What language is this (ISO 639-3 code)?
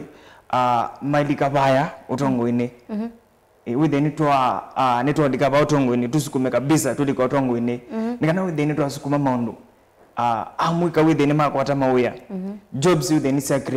kam